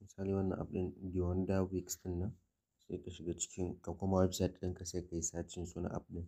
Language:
Hausa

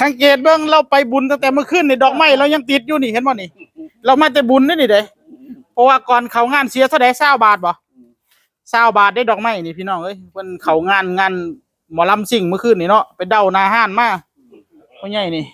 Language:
Northeastern Thai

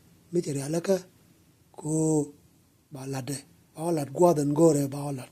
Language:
Nuer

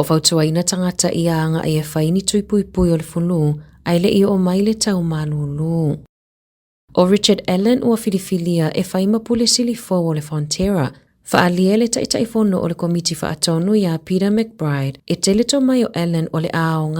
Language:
Samoan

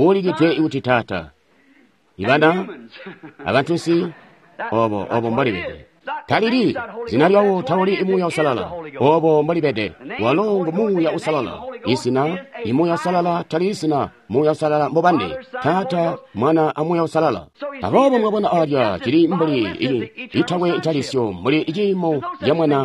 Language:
Tonga (Zambia)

